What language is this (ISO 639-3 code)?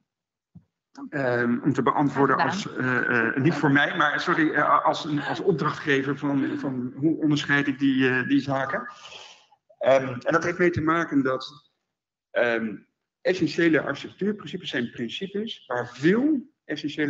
nld